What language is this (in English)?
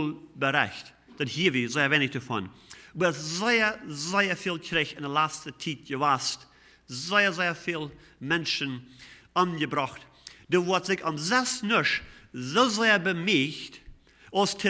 Plautdietsch